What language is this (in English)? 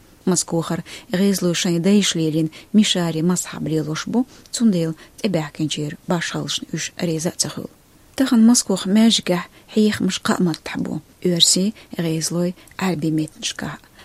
Chechen